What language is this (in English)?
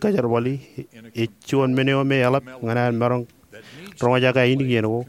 Marshallese